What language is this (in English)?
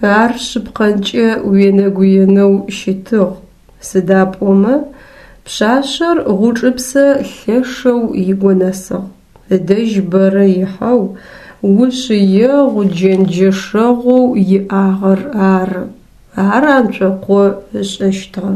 Adyghe